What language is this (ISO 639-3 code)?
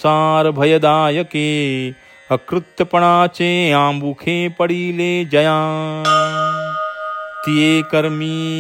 mar